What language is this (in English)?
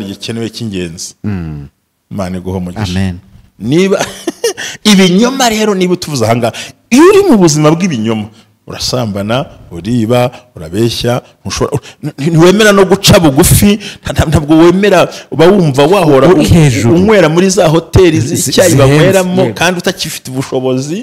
Kinyarwanda